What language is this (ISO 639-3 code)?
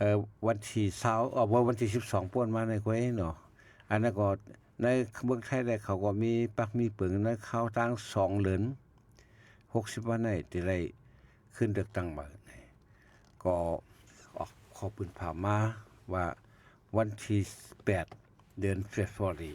shn